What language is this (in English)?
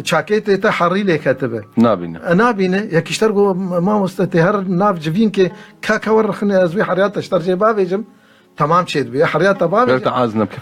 Kurdish